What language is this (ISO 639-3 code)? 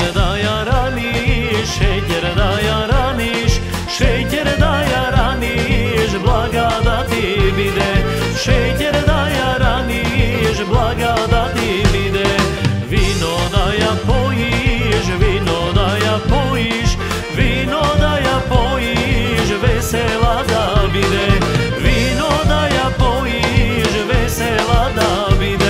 mkd